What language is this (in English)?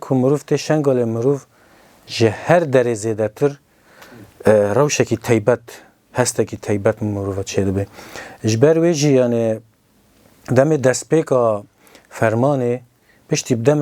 Kurdish